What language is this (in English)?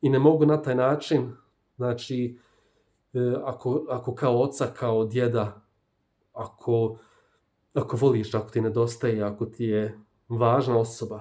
Bosnian